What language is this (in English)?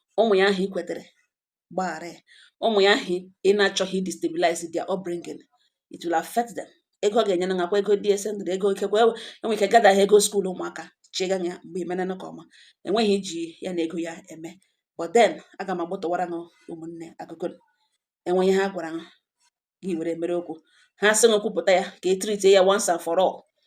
Igbo